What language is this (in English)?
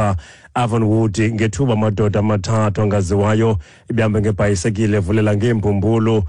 Xhosa